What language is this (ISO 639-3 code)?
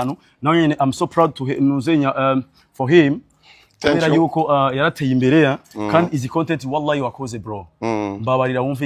run